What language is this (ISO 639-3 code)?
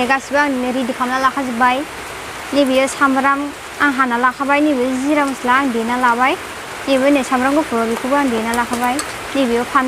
brx